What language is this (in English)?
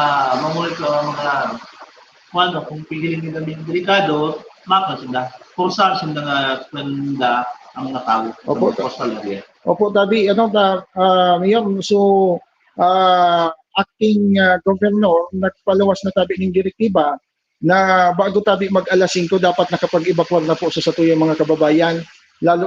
Bikol